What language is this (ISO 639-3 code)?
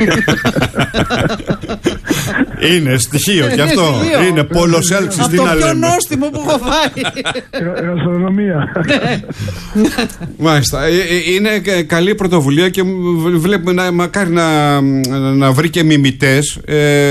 ell